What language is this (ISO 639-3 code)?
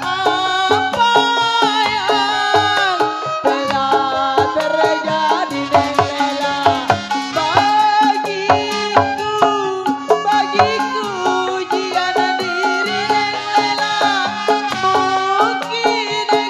bew